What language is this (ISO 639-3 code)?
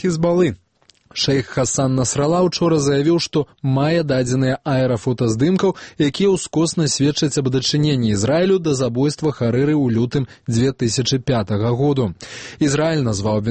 bel